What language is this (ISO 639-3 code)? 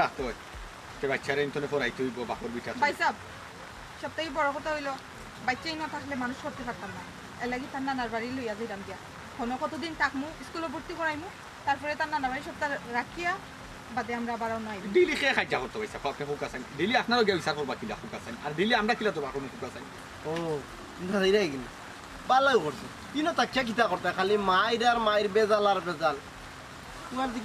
syl